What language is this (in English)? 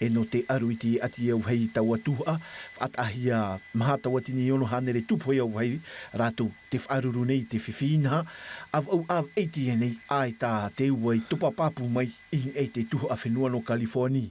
Tahitian